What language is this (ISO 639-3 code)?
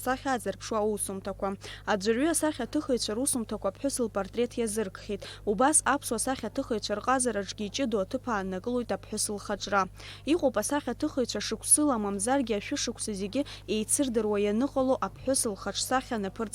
abk